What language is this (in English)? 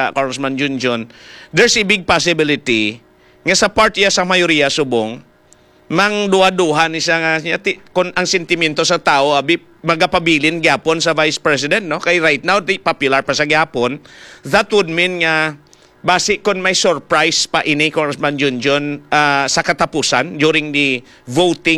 Hiligaynon